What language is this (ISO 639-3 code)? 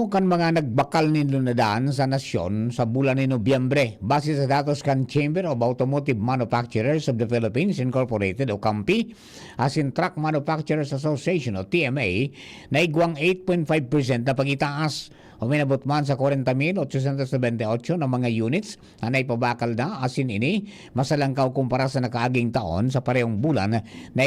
bik